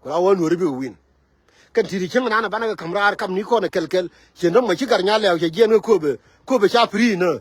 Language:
Nuer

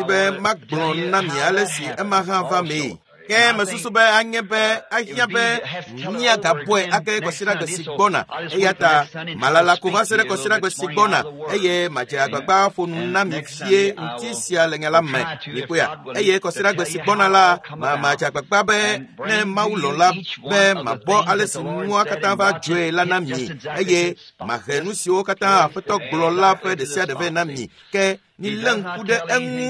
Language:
Ewe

